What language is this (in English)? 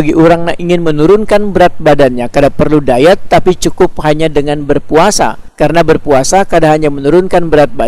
Banjar